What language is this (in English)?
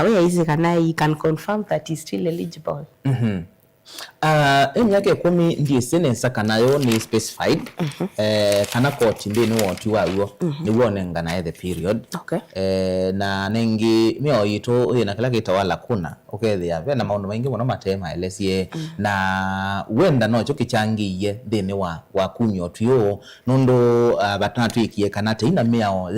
Kamba